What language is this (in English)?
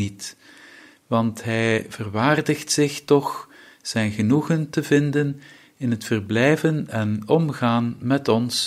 Dutch